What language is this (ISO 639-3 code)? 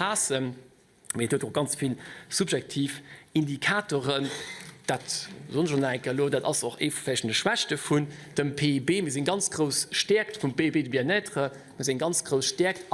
ltz